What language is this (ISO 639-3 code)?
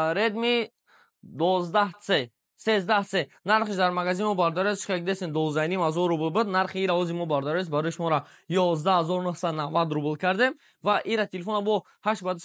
tgk